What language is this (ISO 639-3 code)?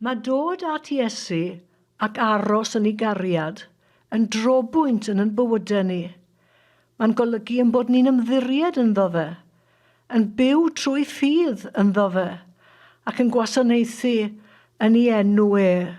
cym